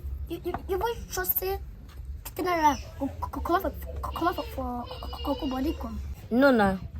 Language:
Nigerian Pidgin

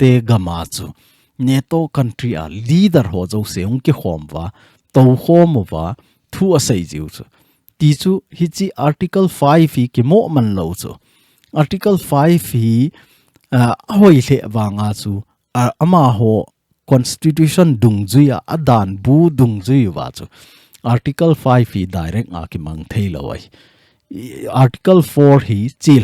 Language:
Thado Chin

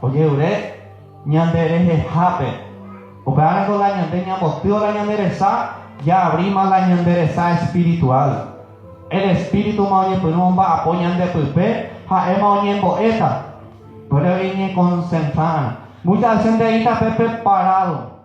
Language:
Guarani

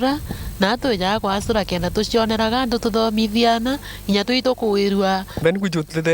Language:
Meru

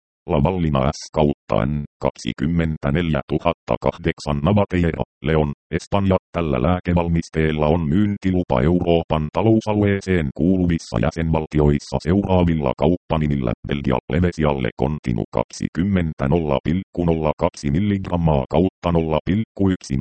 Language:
Finnish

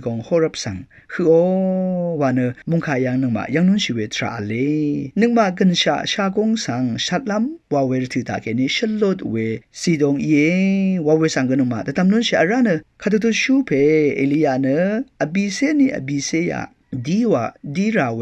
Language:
Rawang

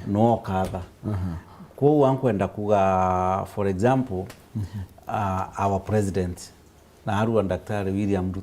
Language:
Meru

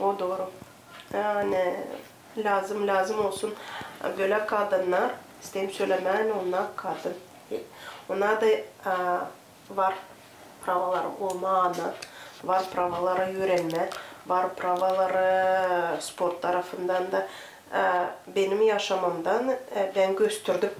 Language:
Gagauz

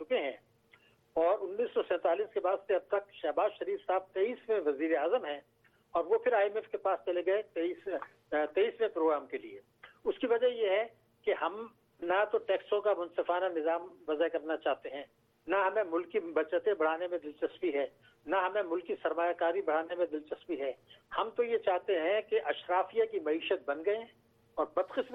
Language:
Urdu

